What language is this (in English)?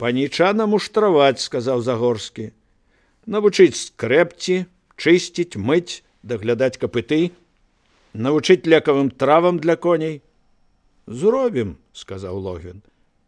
Belarusian